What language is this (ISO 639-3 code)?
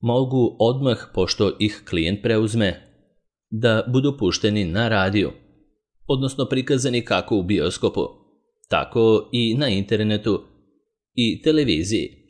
srp